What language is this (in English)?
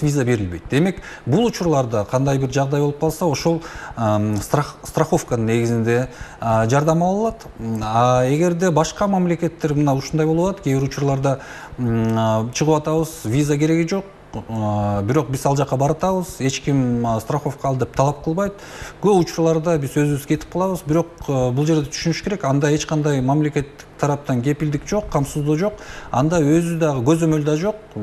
Kyrgyz